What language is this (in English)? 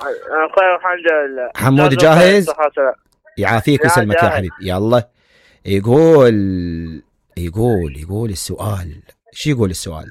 Mesopotamian Arabic